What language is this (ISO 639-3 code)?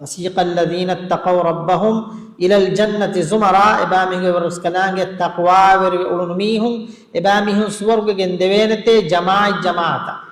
div